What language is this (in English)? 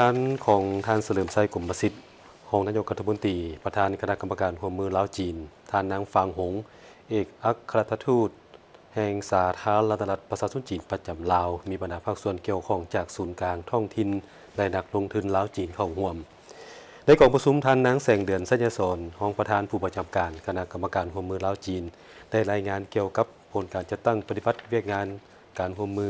Lao